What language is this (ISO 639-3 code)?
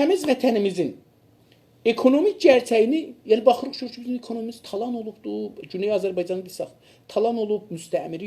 azb